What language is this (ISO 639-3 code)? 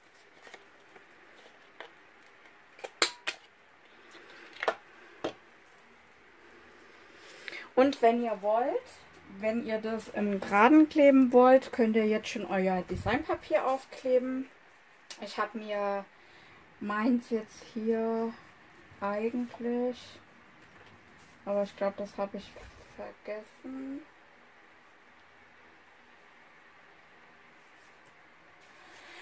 deu